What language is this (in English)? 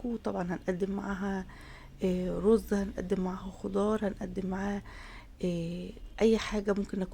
Egyptian Arabic